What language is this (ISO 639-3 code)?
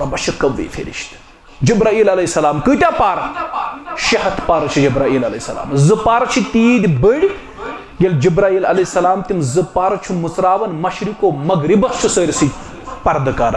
kas